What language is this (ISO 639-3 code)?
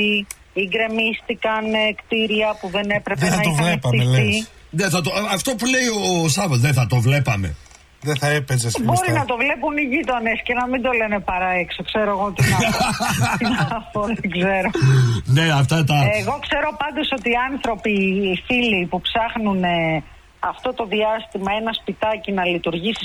ell